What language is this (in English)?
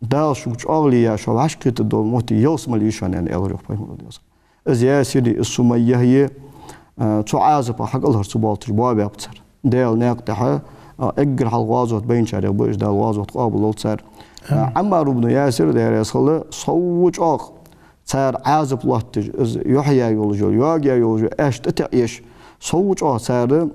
Ingush